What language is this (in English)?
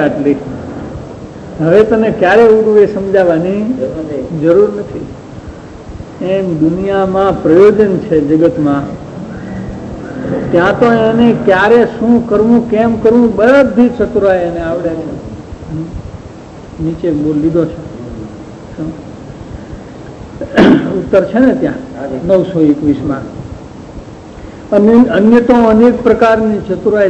Gujarati